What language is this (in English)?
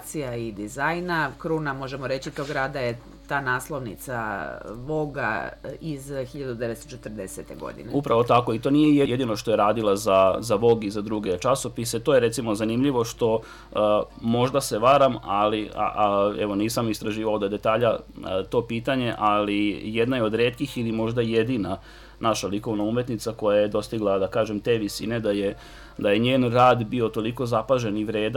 Serbian